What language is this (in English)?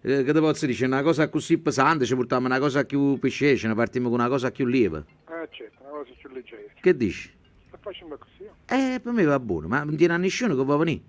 Neapolitan